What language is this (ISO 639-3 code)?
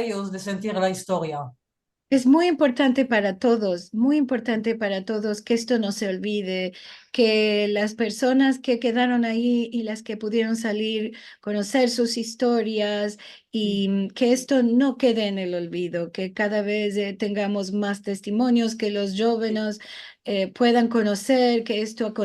lad